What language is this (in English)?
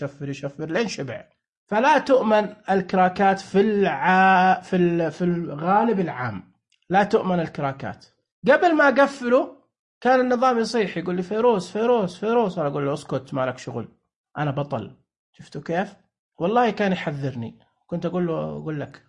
Najdi Arabic